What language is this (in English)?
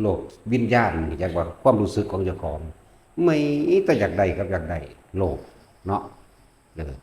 Northeastern Thai